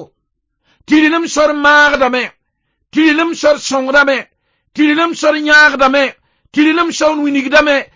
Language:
Mossi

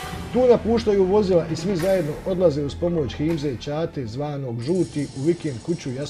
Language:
Bosnian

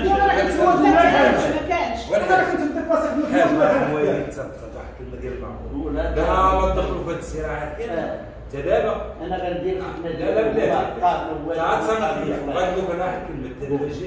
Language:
Moroccan Arabic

